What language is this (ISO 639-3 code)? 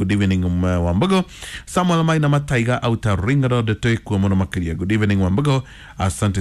kik